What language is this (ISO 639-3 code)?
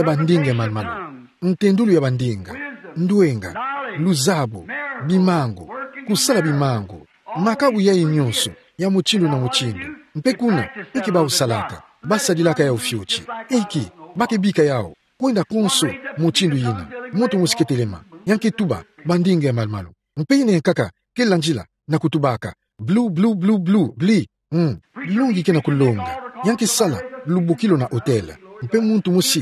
ktu